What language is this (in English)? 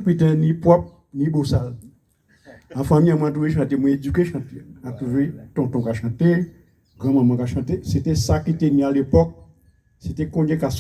Guadeloupean Creole French